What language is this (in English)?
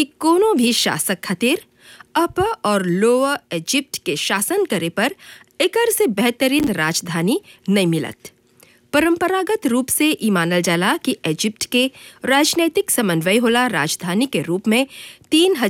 Bhojpuri